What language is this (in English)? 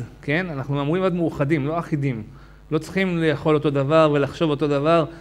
Hebrew